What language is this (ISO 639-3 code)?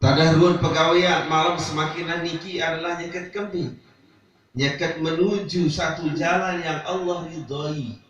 sas